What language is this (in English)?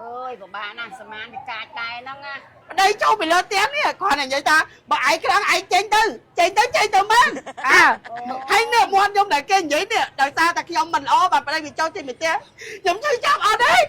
Khmer